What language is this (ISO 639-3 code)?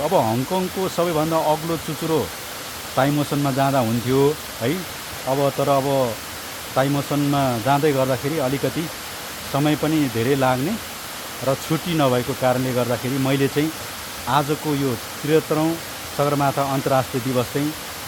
nep